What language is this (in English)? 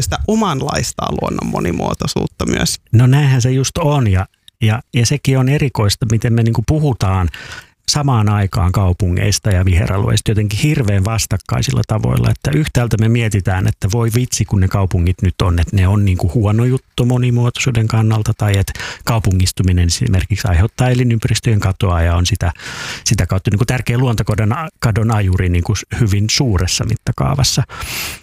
Finnish